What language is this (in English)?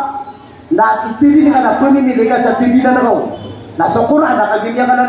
Maranao